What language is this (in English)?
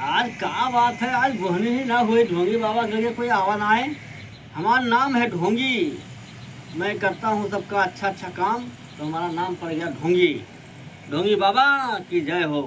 Awadhi